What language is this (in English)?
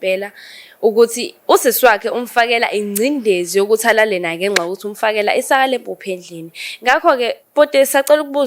Zulu